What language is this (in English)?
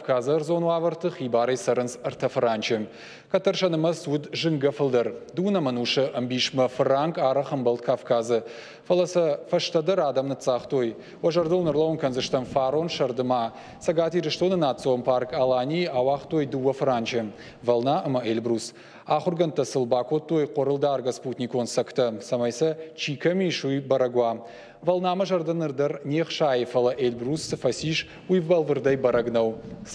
Ossetic